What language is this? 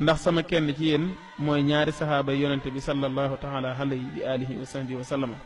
Wolof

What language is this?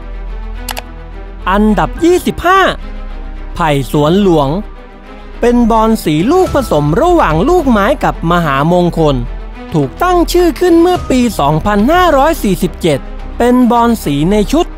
Thai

